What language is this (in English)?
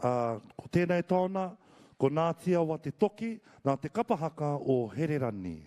Māori